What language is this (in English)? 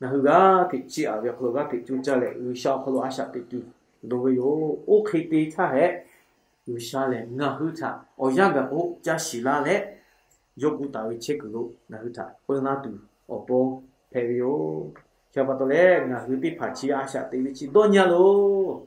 Lahu